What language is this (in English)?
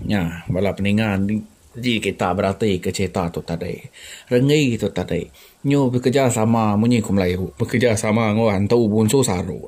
Iban